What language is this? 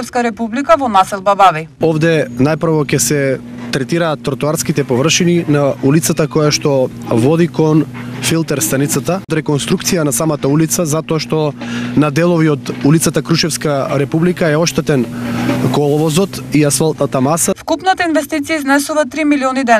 Macedonian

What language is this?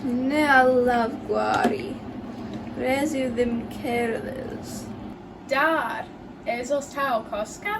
Cornish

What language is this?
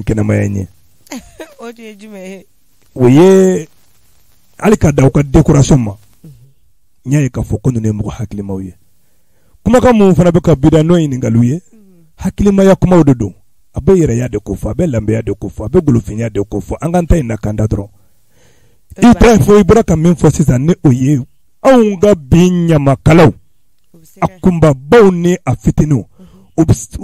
Bambara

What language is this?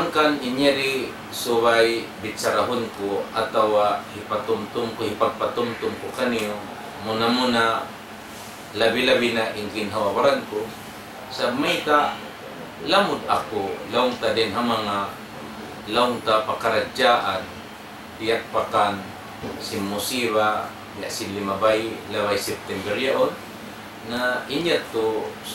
Tausug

